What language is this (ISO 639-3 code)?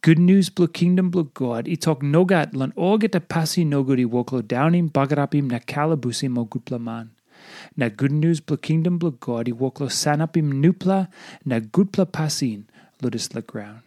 tpi